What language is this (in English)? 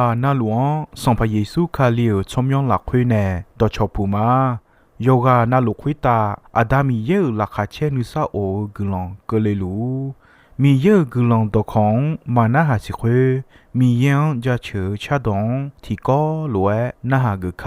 Akha